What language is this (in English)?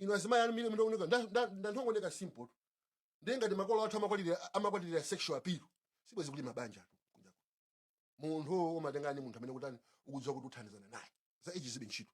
Nyanja